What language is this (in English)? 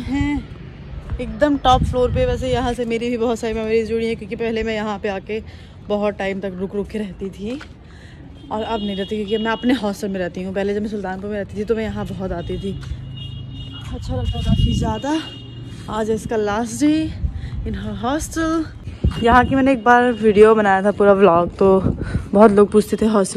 Hindi